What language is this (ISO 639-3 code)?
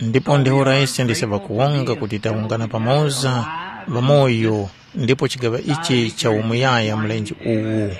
tum